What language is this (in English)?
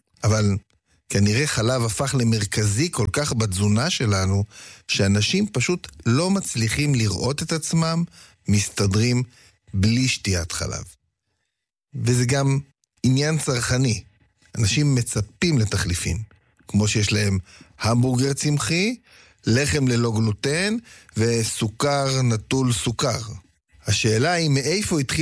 Hebrew